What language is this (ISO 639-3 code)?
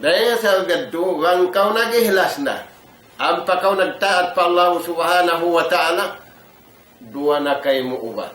tsg